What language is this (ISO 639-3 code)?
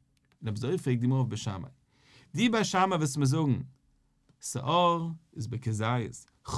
yid